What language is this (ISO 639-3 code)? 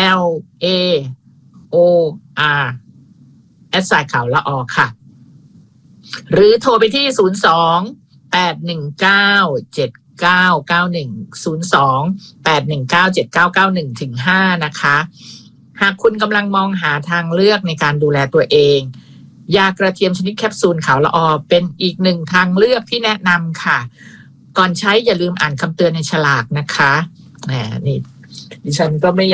tha